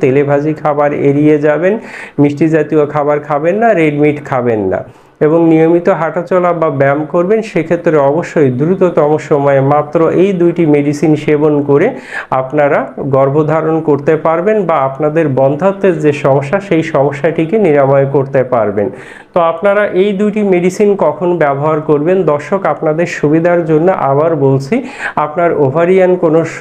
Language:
Bangla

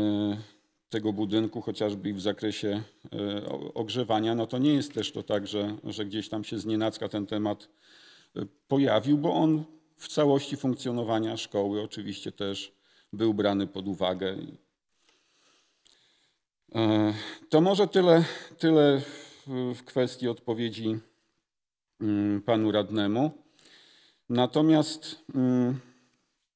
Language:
Polish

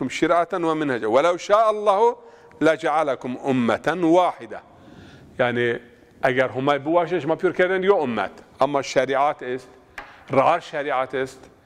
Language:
Zaza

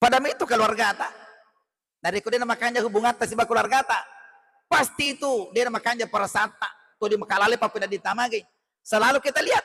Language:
Buginese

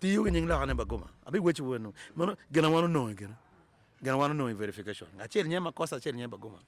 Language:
Acoli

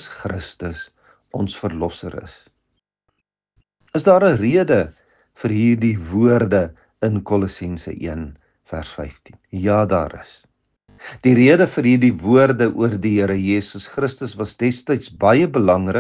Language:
Afrikaans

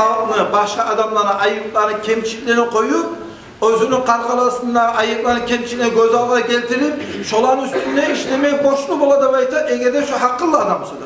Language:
Kumyk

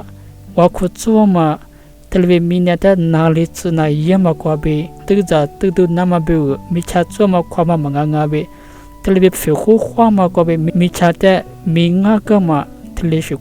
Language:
Lisu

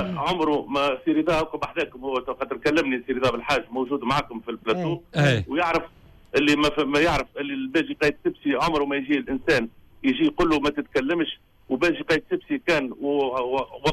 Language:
Tunisian Arabic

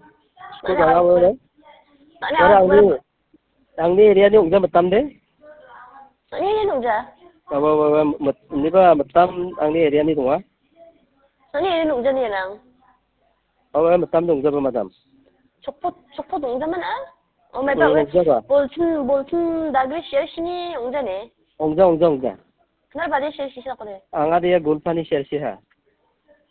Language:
Khasi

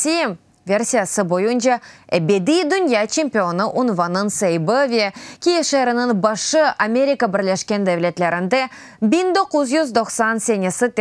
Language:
Crimean Tatar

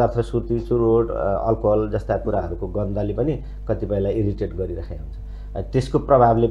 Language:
Nepali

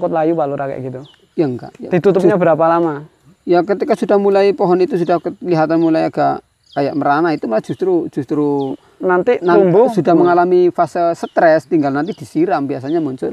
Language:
Indonesian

